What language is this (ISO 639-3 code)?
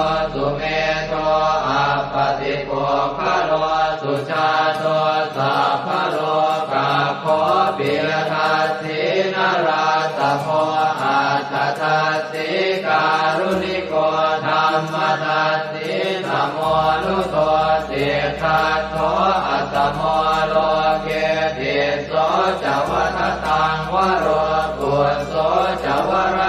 pli